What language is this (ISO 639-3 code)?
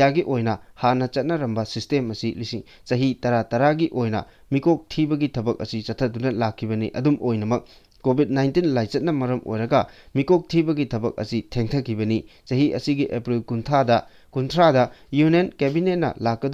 mni